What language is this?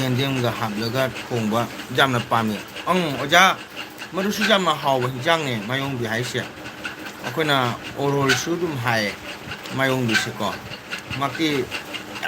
Manipuri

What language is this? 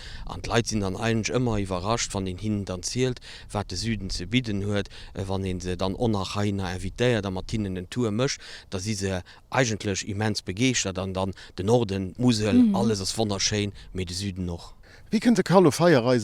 Luxembourgish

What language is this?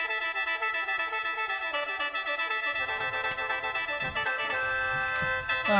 Lao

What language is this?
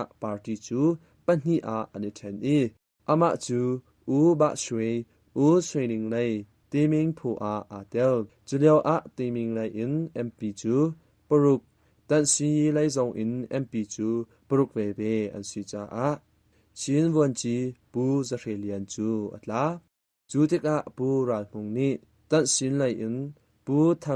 Hakha Chin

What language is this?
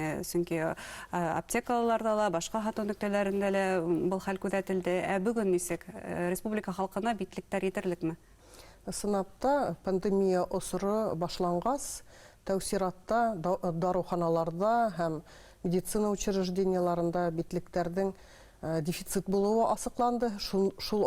Bashkir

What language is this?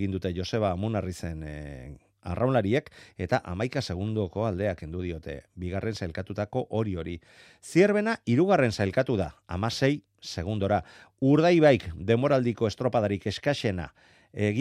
Basque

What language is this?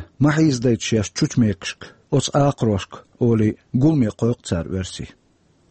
Chechen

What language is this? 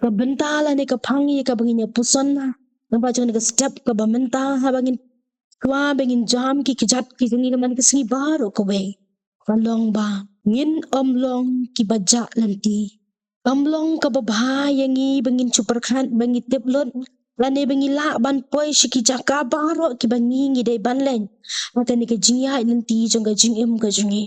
Khasi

